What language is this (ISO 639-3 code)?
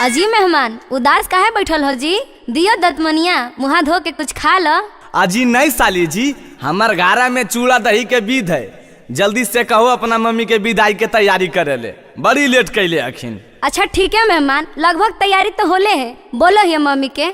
mag